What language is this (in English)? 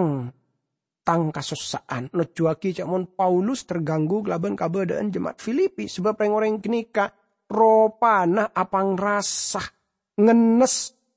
Madurese